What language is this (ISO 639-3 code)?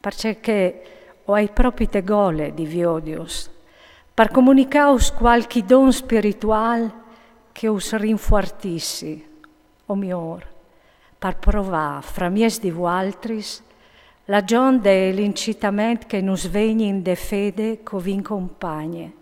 fur